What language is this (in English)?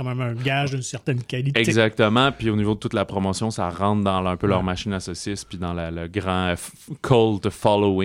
French